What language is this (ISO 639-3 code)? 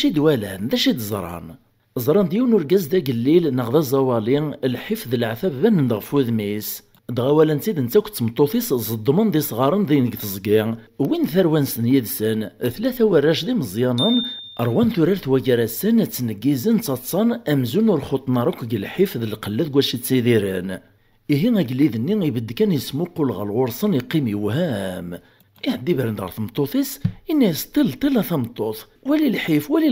kab